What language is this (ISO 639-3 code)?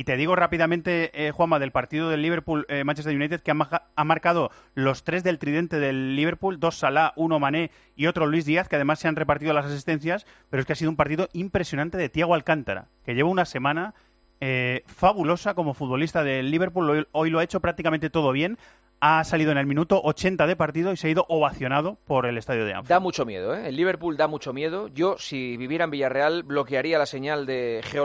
spa